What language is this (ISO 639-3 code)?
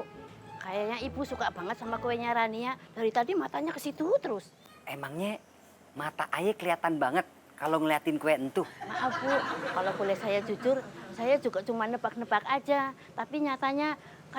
bew